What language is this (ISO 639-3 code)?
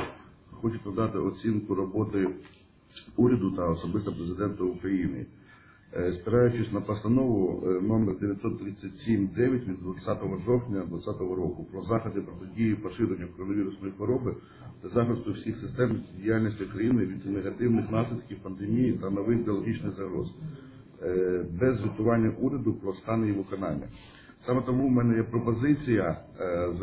ukr